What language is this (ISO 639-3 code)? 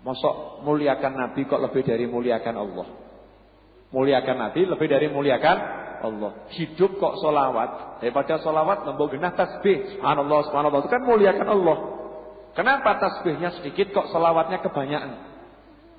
ind